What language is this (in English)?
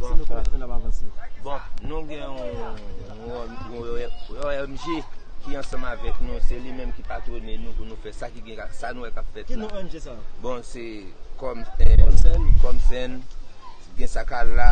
Haitian Creole